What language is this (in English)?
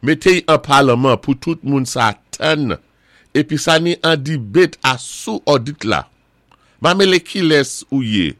Saint Lucian Creole French